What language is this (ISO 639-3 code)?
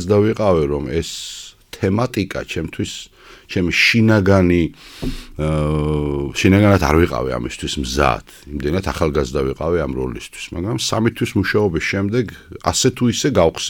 kat